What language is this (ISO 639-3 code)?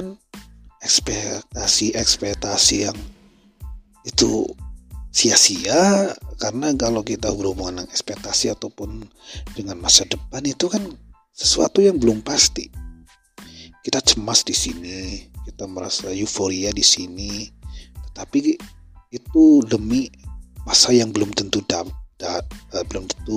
ind